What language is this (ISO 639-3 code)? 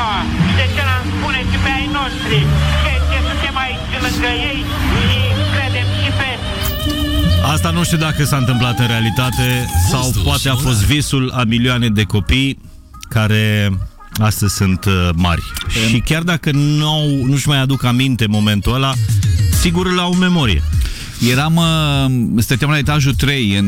ron